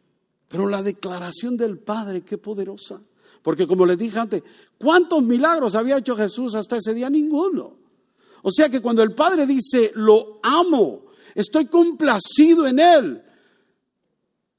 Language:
Spanish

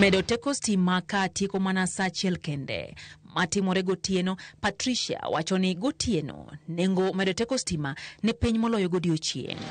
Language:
Luo (Kenya and Tanzania)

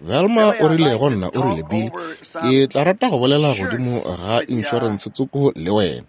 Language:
Northern Sotho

